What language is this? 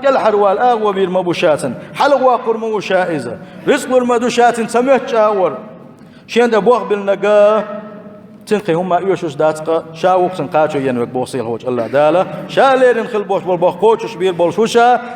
Chechen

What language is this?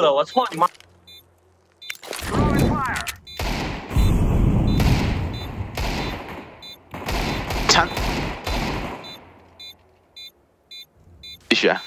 Chinese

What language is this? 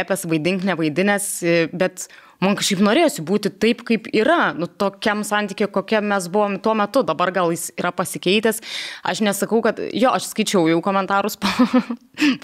Lithuanian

